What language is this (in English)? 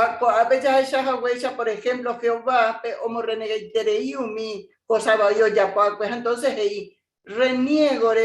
Guarani